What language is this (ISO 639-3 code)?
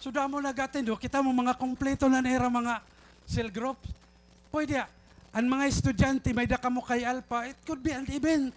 war